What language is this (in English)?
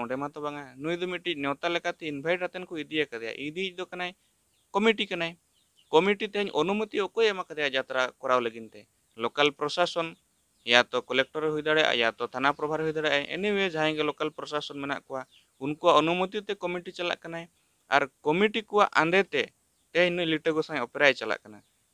Santali